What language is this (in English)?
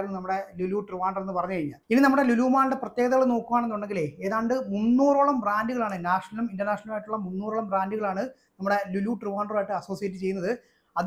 Malayalam